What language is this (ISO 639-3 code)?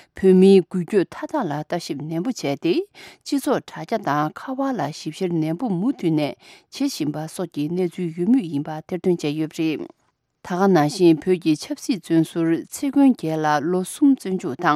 bod